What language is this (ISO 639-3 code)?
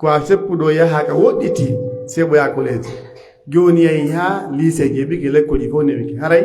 fuf